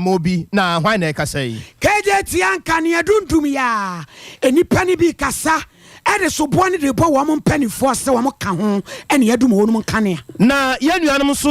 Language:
Akan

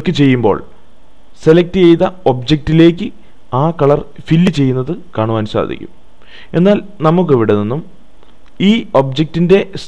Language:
Malayalam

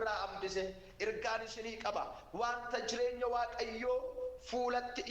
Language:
Oromo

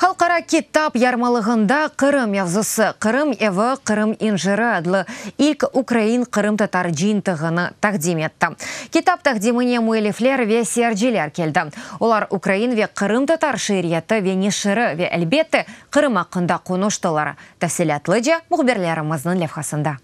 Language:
Crimean Tatar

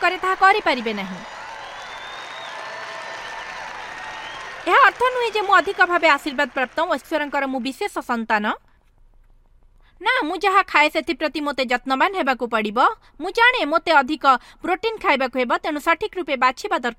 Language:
Odia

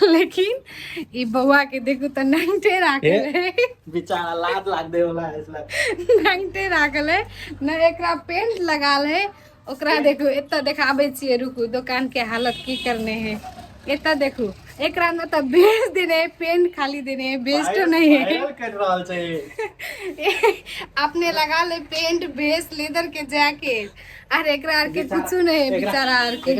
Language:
Maithili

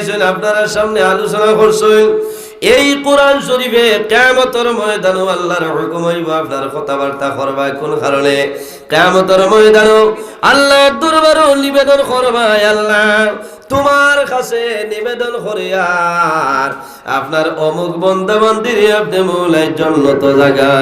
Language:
Sylheti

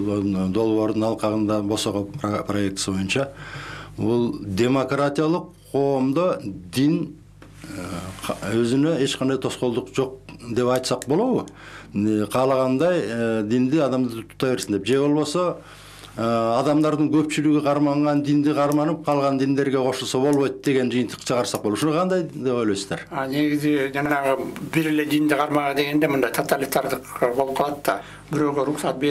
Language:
Kyrgyz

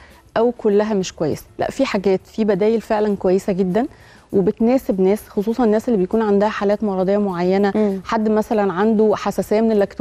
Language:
Egyptian Arabic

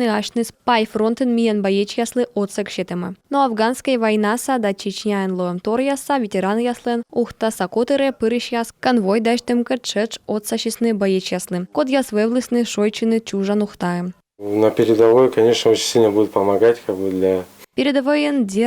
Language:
Komi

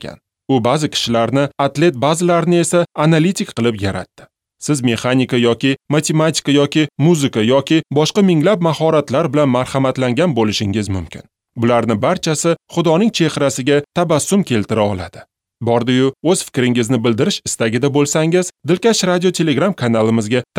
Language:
Uzbek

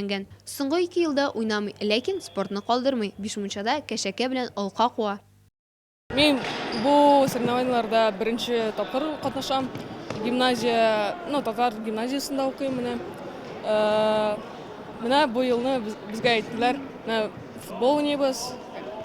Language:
Tatar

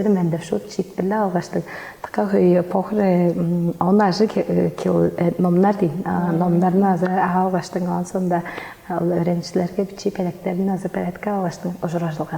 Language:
Tuvinian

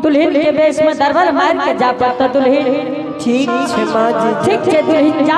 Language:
Angika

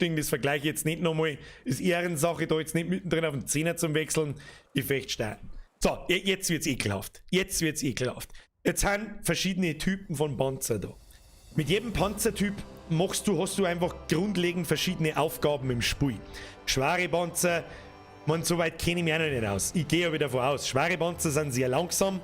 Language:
Bavarian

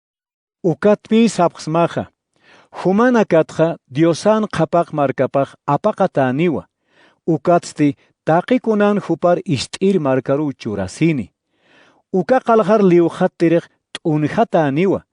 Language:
Aymara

